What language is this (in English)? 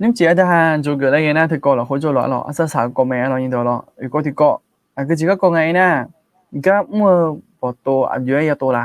Akha